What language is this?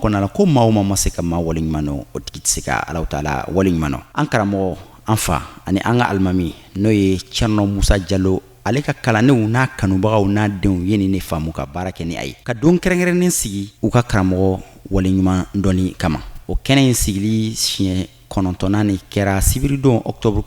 Bambara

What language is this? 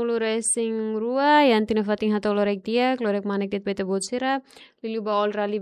Tetum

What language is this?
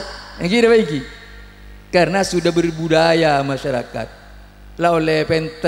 Madurese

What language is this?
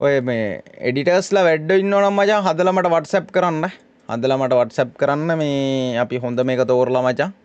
Sinhala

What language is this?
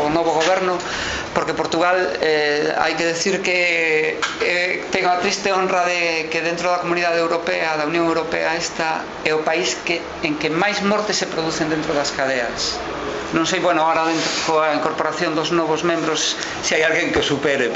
Galician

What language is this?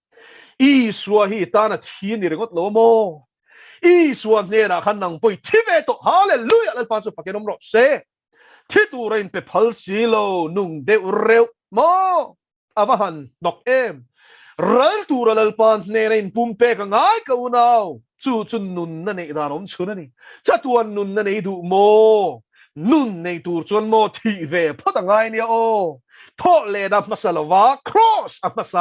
Mizo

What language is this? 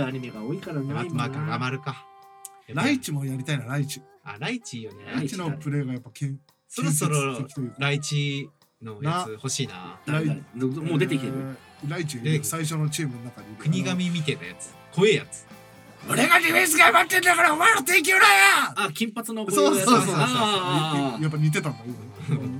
Japanese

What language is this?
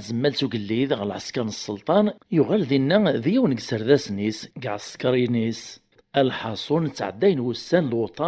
Kabyle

